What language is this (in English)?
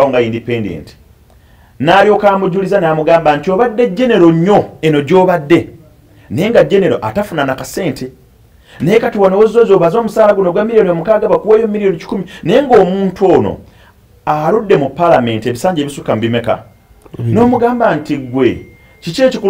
Ganda